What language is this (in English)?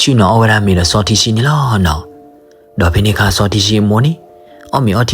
S'gaw Karen